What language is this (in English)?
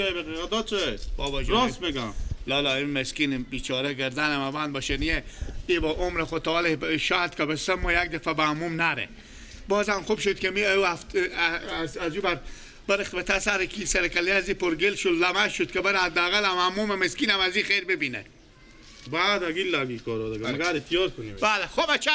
Persian